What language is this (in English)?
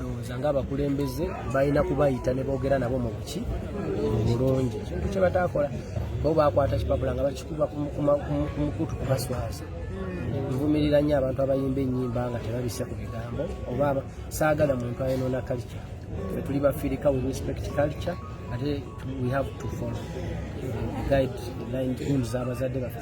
Ganda